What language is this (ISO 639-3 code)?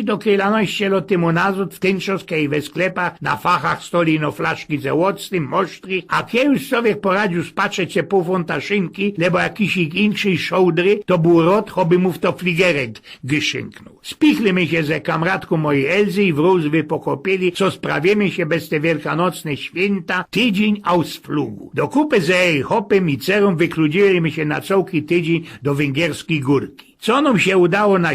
szl